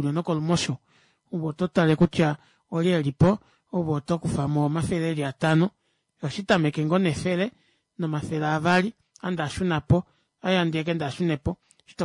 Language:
Kuanyama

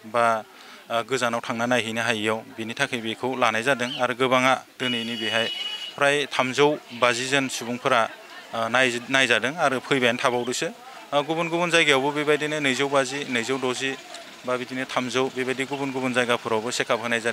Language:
Bodo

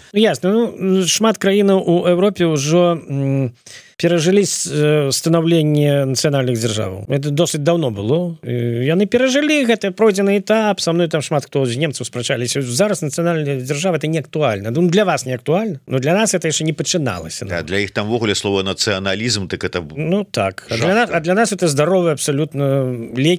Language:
Belarusian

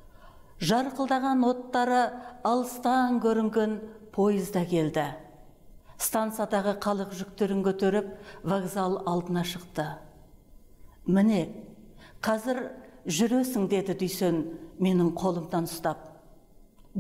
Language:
Kazakh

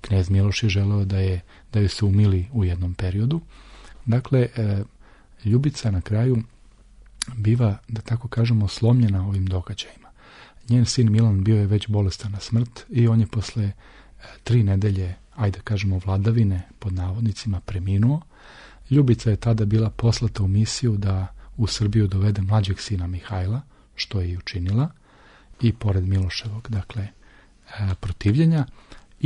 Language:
Serbian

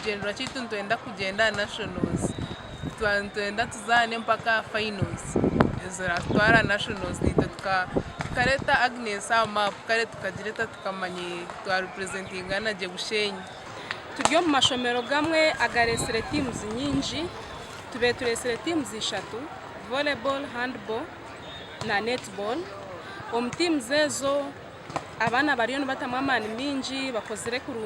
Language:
Nyankole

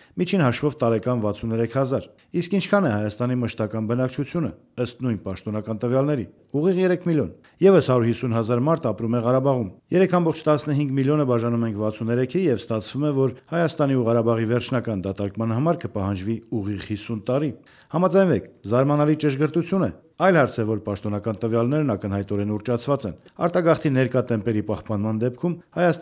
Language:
Armenian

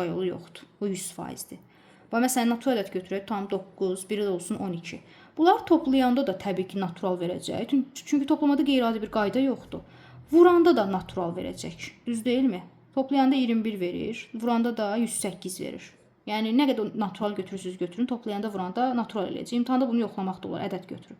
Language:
Azerbaijani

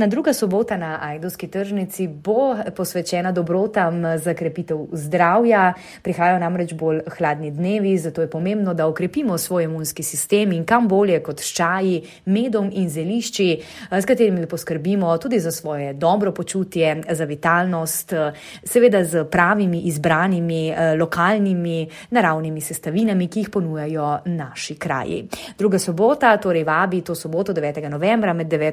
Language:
Slovenian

